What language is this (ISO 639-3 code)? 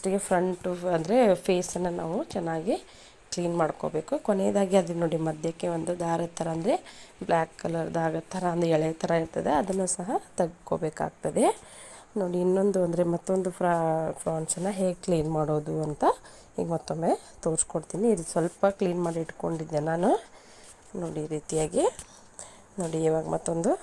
kan